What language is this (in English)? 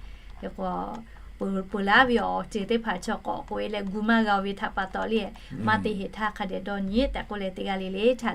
Lahu